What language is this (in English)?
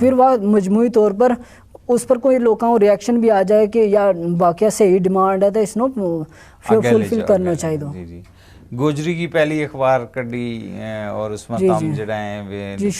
Gujari